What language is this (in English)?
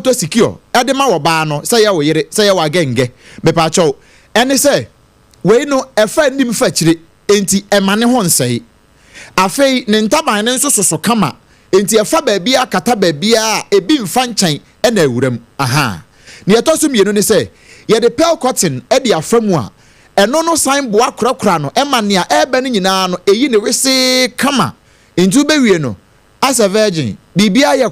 Akan